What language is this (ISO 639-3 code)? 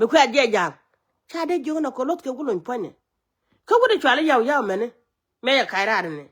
nus